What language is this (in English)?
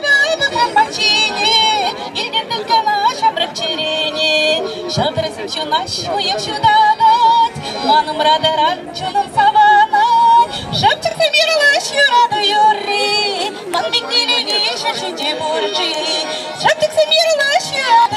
Chuvash